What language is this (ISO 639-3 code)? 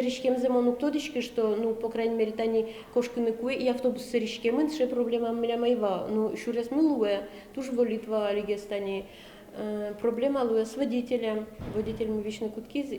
udm